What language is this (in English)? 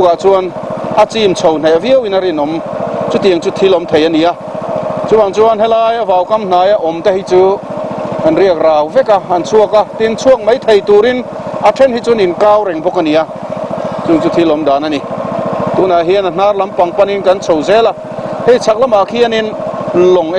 Mizo